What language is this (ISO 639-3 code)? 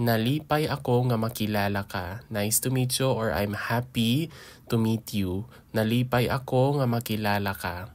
hil